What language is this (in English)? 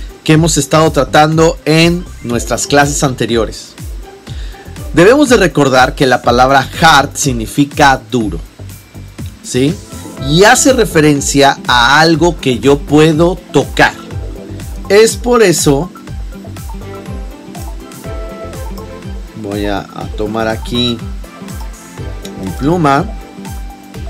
Spanish